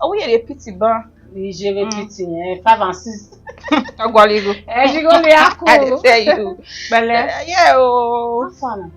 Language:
Bini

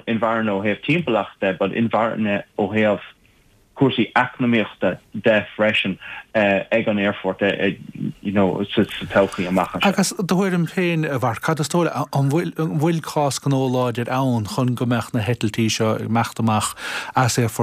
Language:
Irish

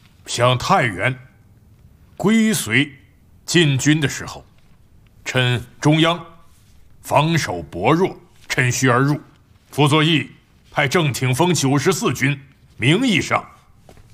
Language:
Chinese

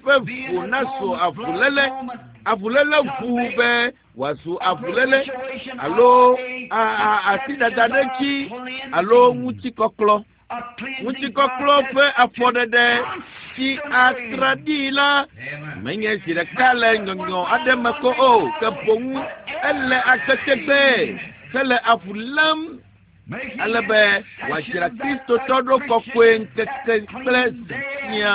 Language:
Ewe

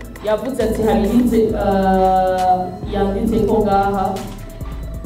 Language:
Kinyarwanda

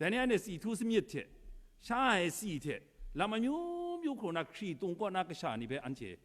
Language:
Kachin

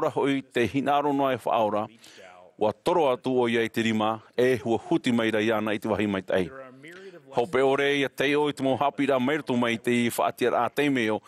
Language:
Tahitian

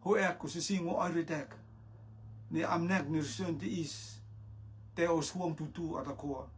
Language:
Rotuman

